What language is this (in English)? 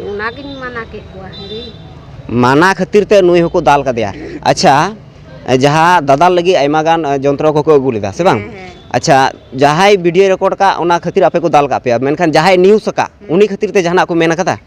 Santali